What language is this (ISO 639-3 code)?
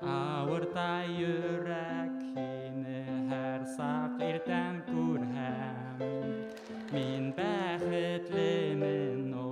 bak